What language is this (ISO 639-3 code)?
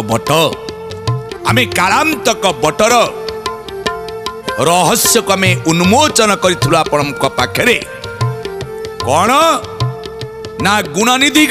ori